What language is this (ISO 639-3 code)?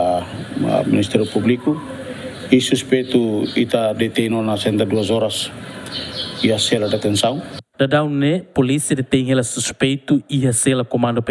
tet